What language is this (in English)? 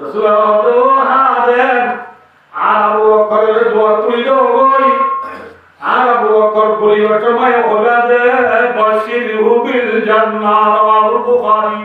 Rohingya